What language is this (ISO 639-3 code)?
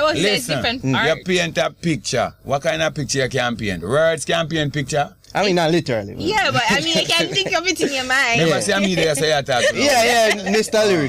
jam